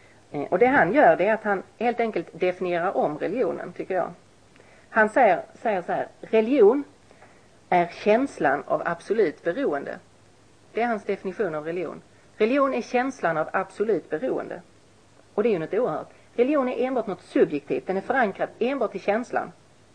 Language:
Swedish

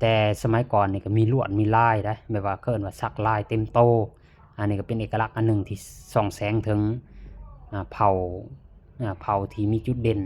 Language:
Lao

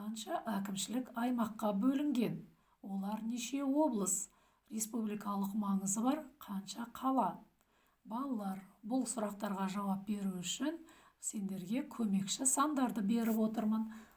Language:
Kazakh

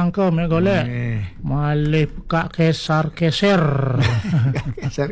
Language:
Balinese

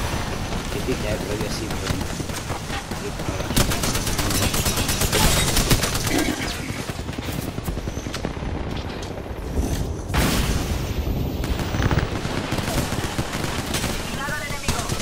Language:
Spanish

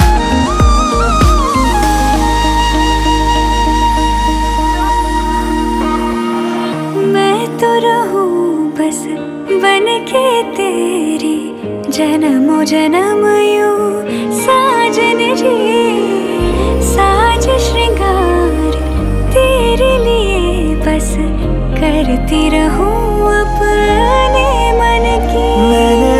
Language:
Hindi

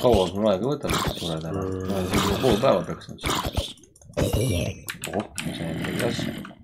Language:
Estonian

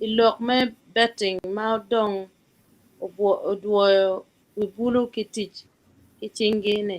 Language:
Acoli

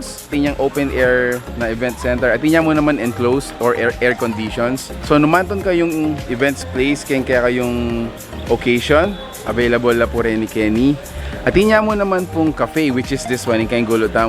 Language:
Pampanga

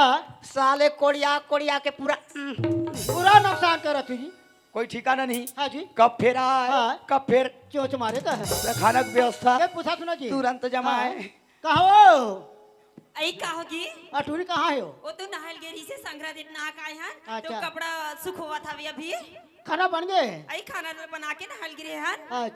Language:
Chhattisgarhi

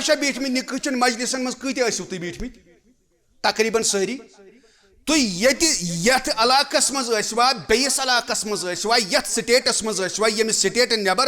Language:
Kashmiri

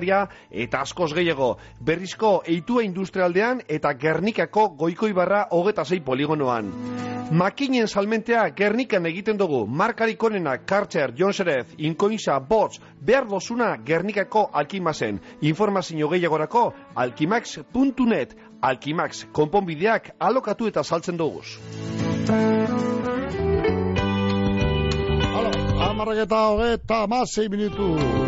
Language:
Basque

